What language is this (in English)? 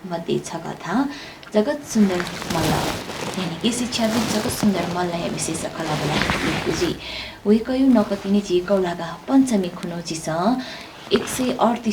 Newari